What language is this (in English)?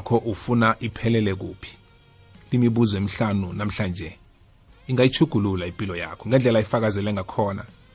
South Ndebele